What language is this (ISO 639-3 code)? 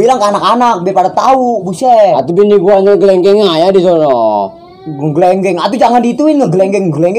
bew